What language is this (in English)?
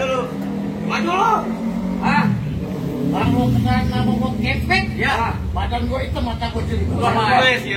Betawi